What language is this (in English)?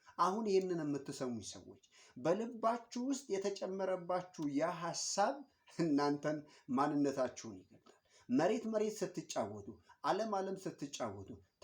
Amharic